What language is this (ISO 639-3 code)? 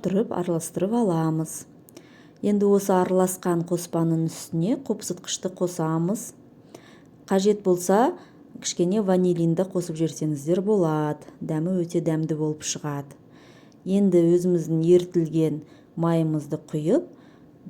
kaz